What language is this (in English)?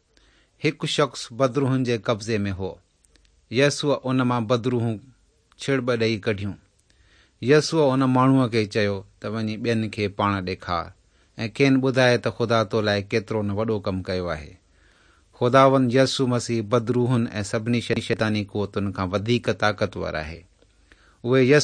Sindhi